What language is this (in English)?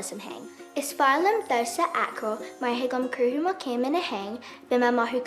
Irish